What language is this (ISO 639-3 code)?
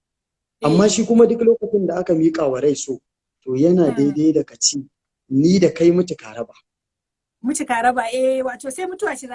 hau